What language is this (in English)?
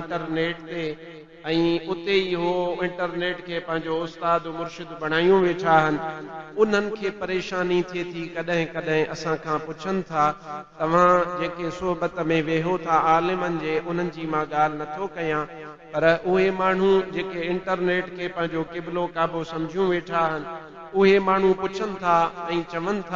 Sindhi